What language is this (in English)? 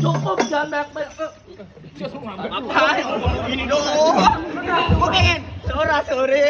Betawi